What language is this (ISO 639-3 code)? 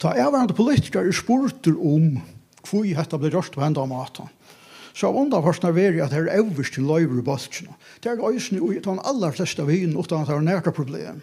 fao